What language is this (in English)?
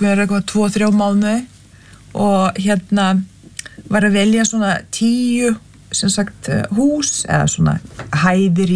Icelandic